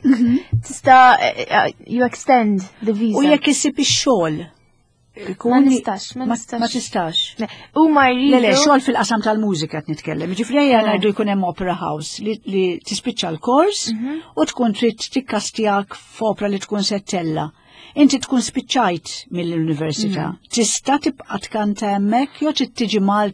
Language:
Maltese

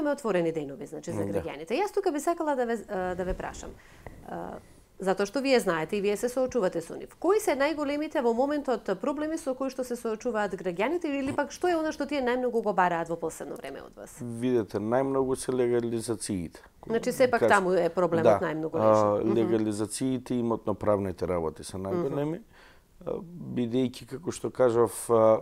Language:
Macedonian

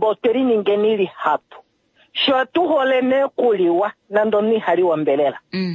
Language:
Kuanyama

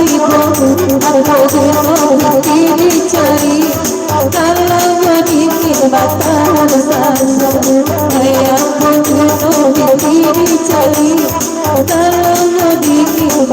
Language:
Minangkabau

